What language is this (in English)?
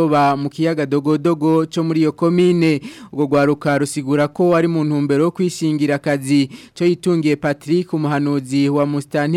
Rundi